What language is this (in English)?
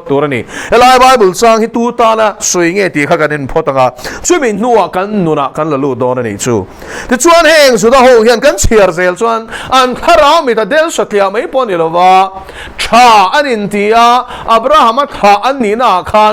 Mizo